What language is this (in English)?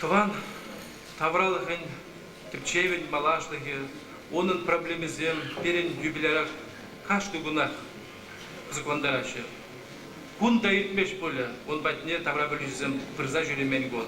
Chuvash